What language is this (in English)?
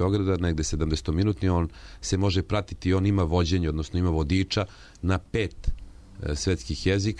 Serbian